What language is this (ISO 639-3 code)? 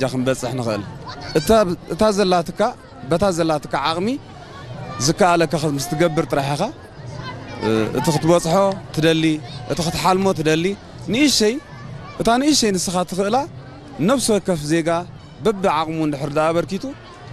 tir